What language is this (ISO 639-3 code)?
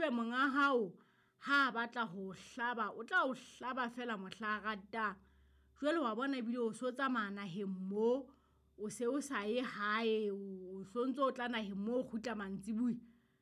sot